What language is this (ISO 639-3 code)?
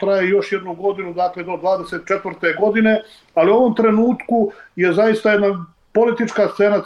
srp